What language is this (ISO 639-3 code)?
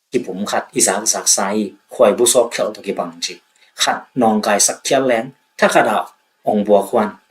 ctd